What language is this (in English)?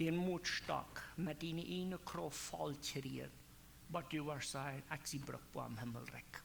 Plautdietsch